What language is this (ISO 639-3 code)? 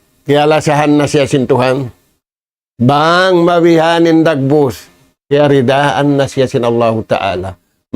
tsg